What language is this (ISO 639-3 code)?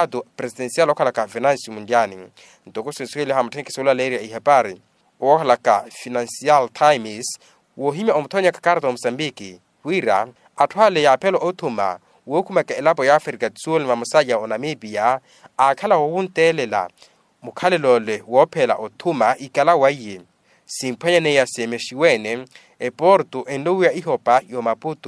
vmw